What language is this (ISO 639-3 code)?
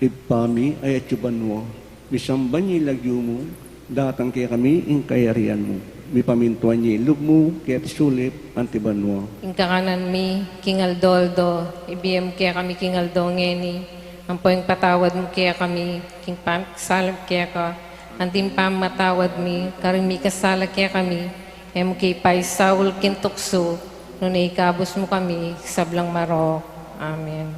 pam